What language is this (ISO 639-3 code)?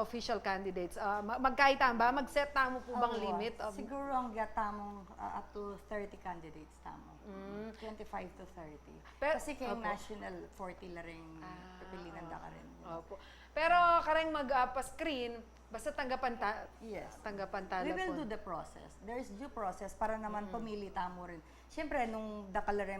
pam